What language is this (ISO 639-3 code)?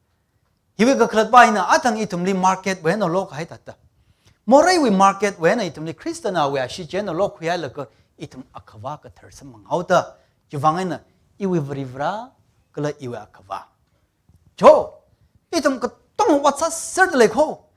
nmf